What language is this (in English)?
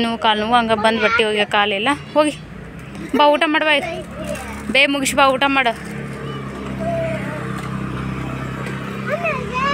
Kannada